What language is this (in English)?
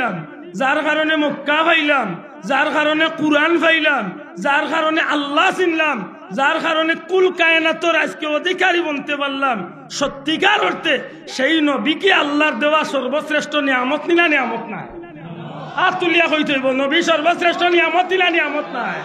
Sylheti